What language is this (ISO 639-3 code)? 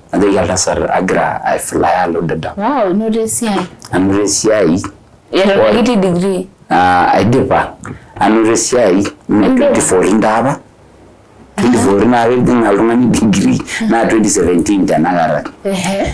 mas